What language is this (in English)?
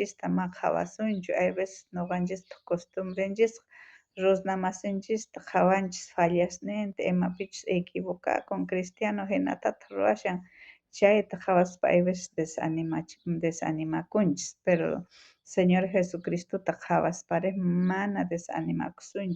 South Bolivian Quechua